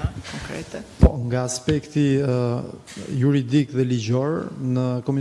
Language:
Albanian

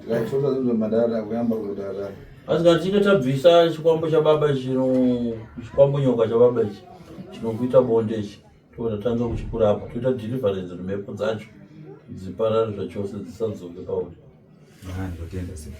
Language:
Shona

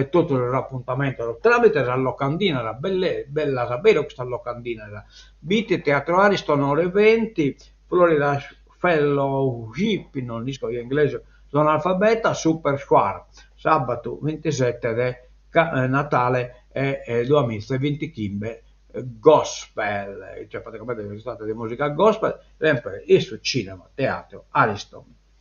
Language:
Sardinian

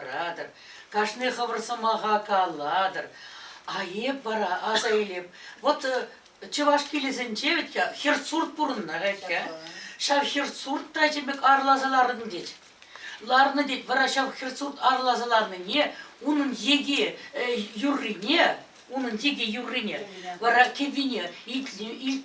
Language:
Chuvash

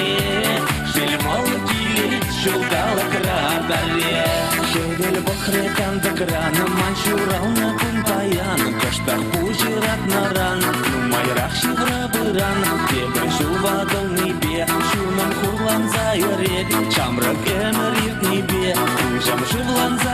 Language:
Chuvash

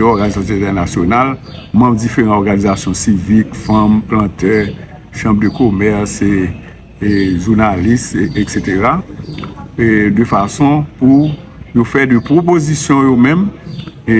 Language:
Haitian Creole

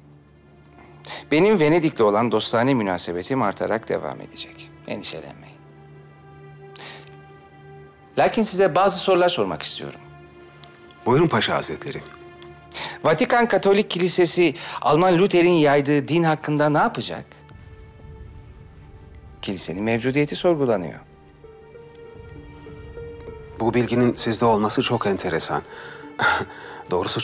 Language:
Turkish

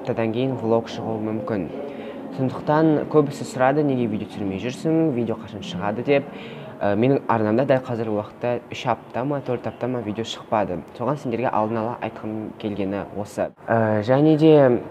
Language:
Kazakh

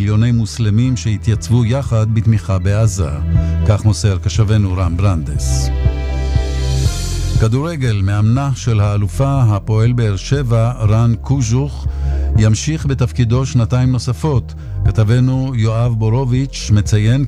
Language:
Hebrew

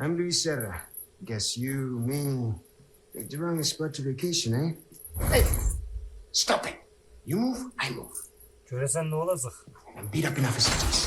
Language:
South Azerbaijani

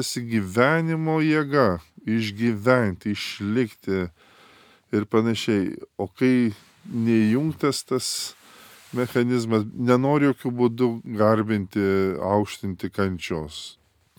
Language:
Lithuanian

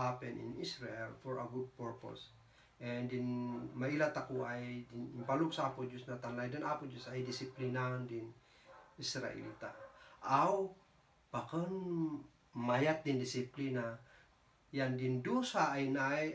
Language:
Kankanaey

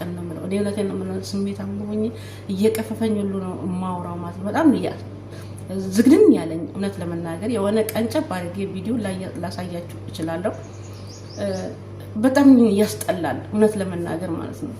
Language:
Amharic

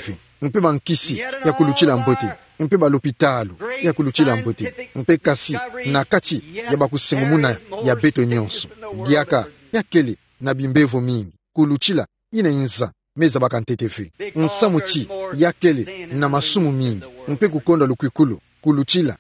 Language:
Kituba (Democratic Republic of Congo)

